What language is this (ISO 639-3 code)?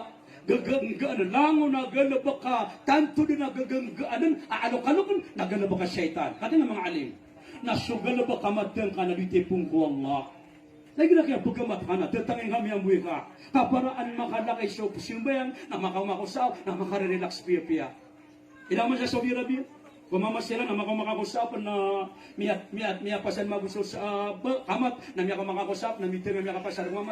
mrw